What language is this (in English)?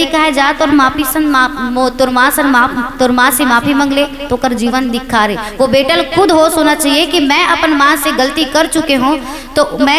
Chhattisgarhi